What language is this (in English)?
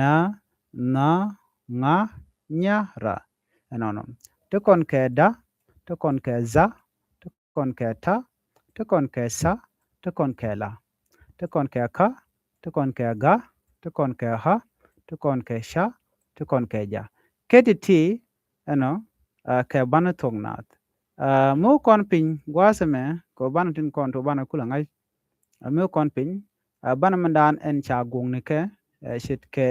Nuer